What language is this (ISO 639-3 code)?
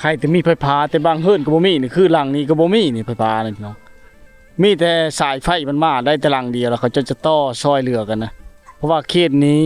lao